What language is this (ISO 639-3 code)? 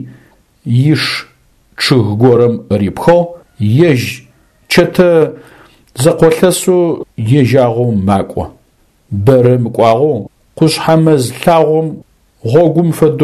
ady